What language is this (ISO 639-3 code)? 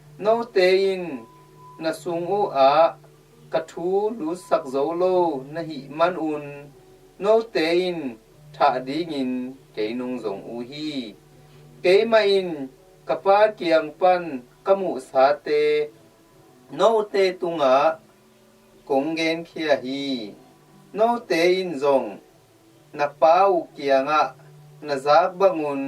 ctd